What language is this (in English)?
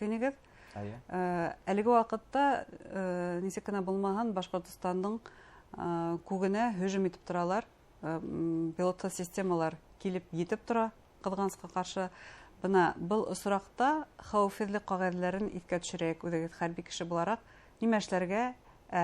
Bashkir